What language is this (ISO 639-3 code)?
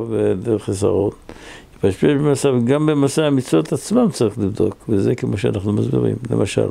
heb